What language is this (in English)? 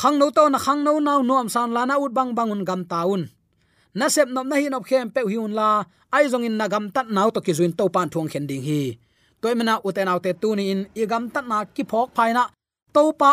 Tedim Chin